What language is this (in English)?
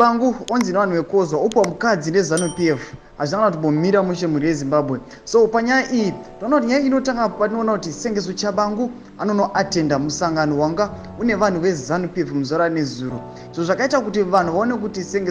Shona